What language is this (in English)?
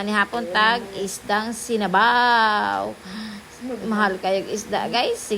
Cebuano